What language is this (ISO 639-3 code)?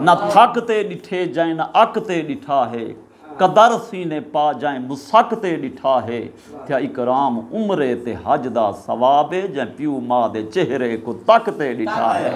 skr